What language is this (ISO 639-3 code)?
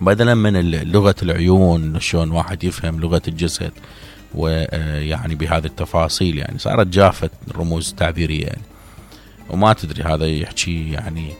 acm